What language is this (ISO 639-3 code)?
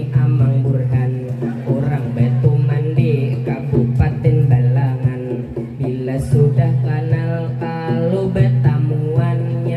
bjn